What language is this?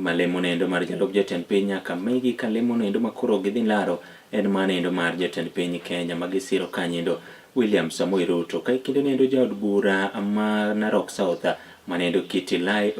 Luo (Kenya and Tanzania)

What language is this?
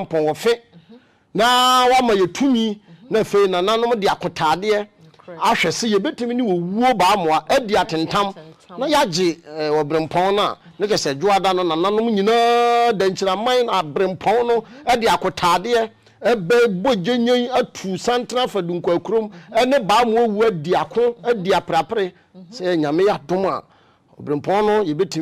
Akan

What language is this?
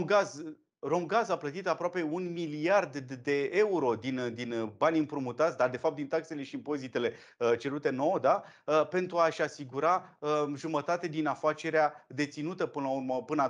Romanian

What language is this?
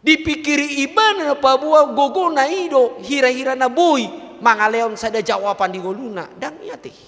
Batak Toba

